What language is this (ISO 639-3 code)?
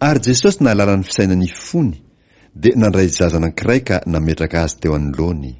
mlg